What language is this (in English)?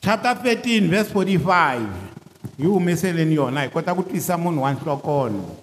Tsonga